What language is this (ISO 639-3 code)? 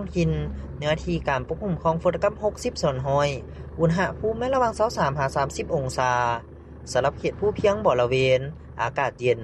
lao